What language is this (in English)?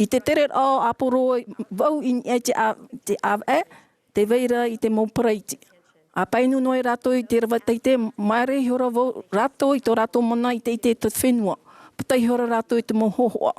Tahitian